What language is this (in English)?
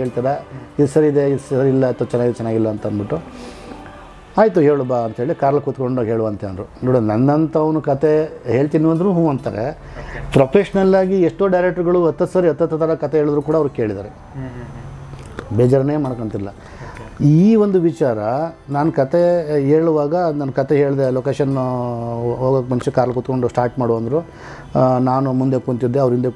Kannada